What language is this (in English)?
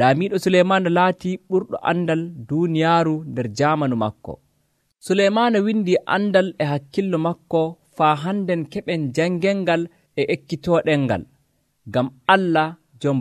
Nigerian Fulfulde